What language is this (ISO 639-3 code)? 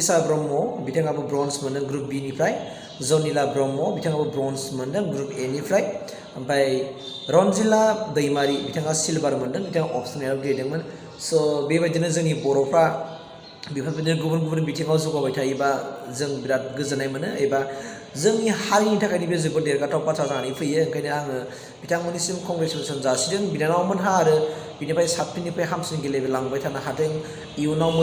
brx